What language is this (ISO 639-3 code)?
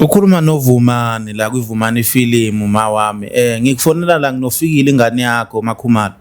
zul